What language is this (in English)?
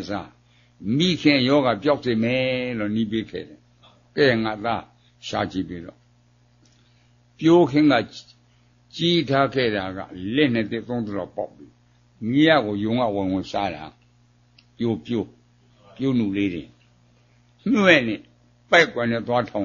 Burmese